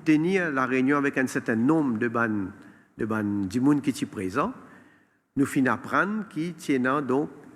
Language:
Morisyen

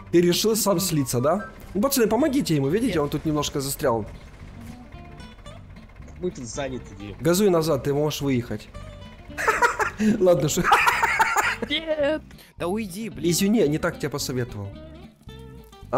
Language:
Russian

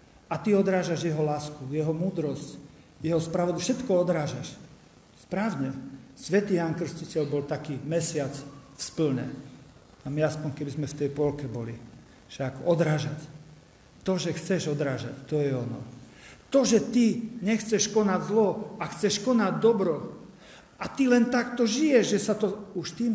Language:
Slovak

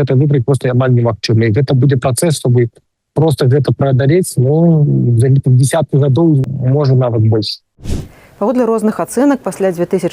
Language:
Belarusian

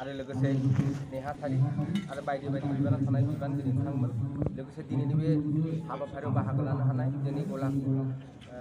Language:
Bodo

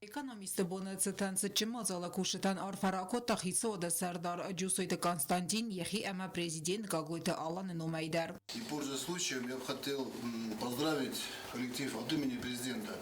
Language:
Ossetic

